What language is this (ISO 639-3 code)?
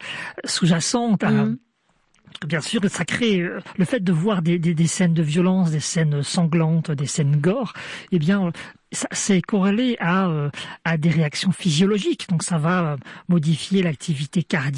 fra